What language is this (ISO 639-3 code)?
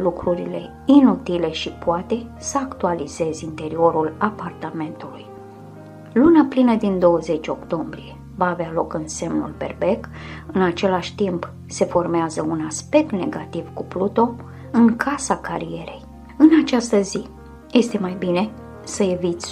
ron